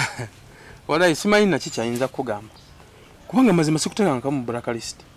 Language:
Ganda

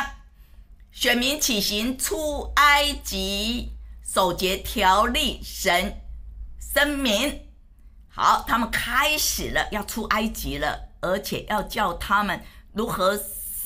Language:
Chinese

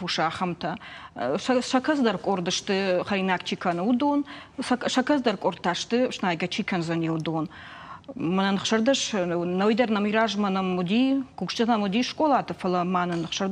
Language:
Ossetic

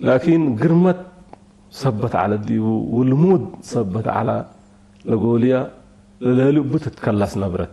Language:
Tigre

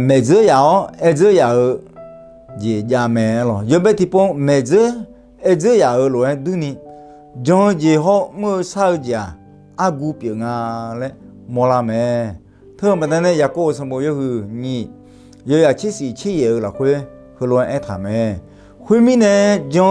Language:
Akha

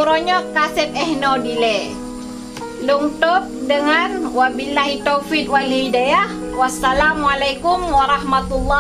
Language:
Achinese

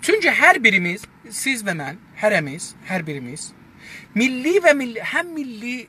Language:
South Azerbaijani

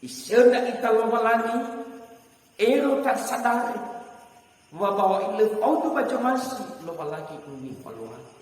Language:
Nias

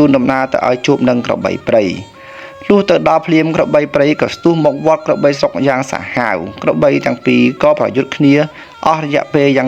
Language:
Khmer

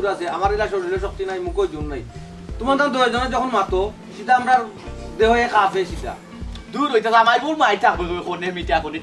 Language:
Sylheti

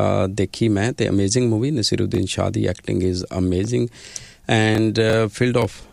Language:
Punjabi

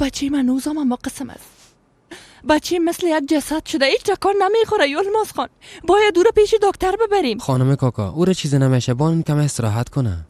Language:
Persian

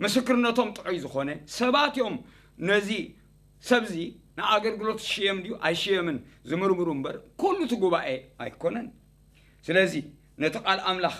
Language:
Tigrinya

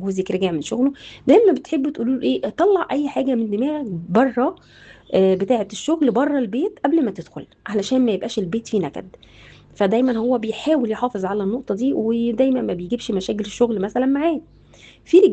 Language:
Egyptian Arabic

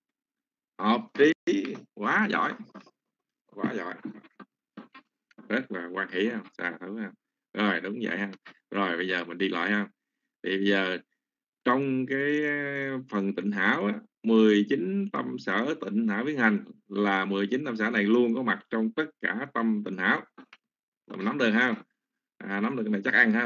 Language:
Vietnamese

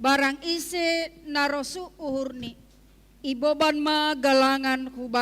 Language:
Batak Simalungun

